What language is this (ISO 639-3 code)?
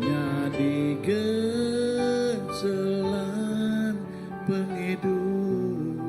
iba